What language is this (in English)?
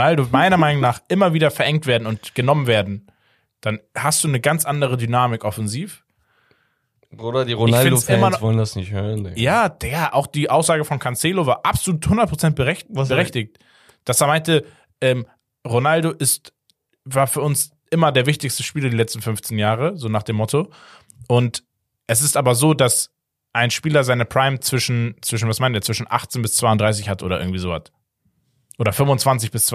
German